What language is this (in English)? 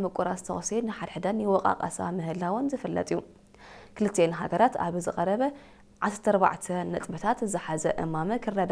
Tigrinya